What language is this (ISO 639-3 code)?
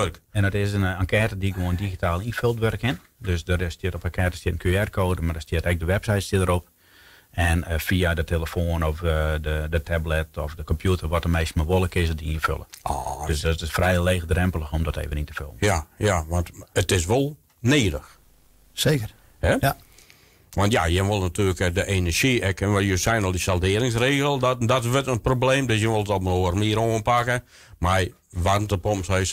fry